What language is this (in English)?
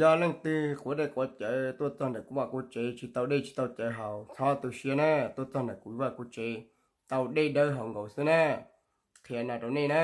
Hmong